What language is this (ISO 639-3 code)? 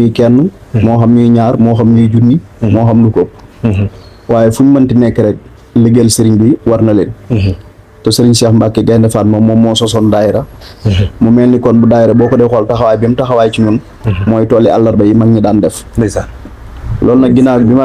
wol